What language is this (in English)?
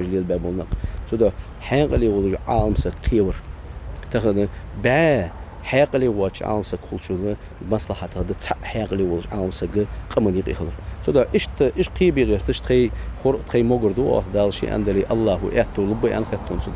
Ingush